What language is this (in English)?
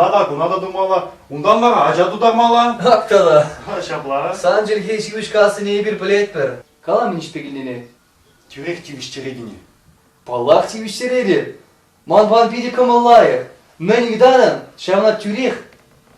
Chuvash